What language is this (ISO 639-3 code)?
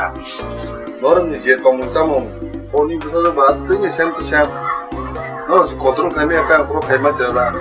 trp